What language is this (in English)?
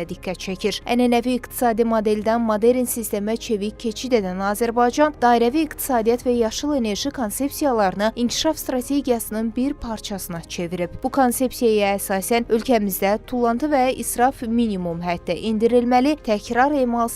Azerbaijani